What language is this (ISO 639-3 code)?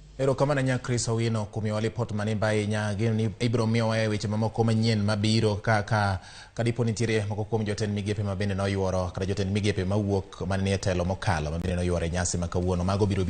luo